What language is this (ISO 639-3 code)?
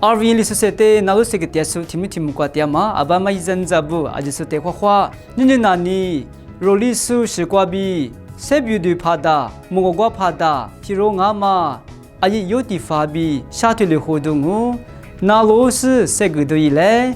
lis